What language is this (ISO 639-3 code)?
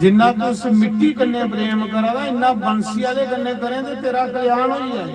doi